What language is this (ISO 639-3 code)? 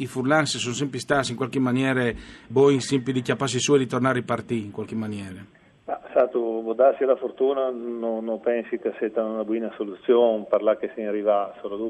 fur